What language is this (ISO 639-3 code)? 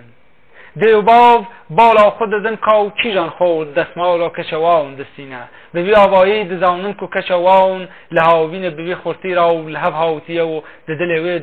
kur